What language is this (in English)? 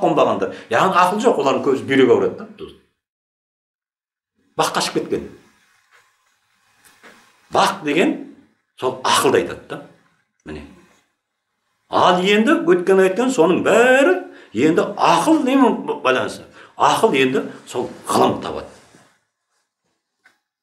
Kazakh